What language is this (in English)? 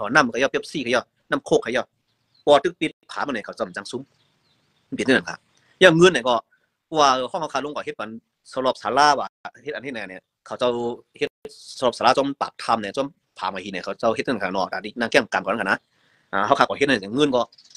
Shan